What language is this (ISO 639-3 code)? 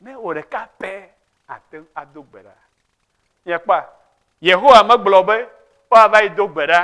ewe